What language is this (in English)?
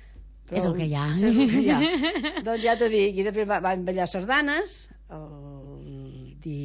Catalan